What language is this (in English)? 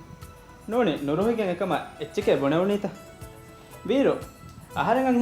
Divehi